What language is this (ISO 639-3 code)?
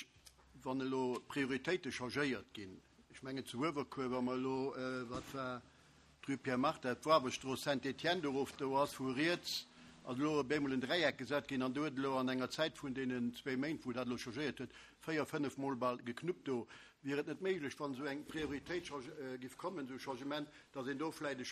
ltz